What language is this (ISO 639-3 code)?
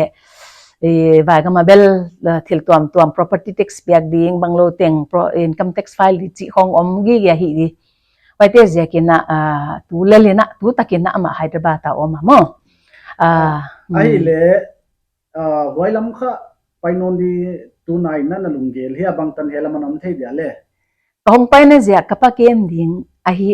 pck